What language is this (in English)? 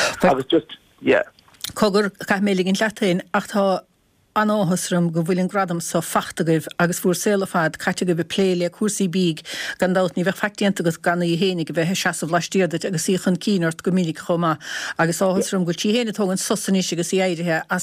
Irish